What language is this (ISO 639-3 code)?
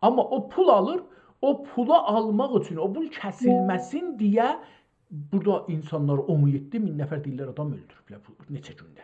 azb